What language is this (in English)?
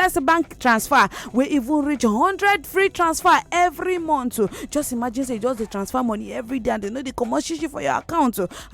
Nigerian Pidgin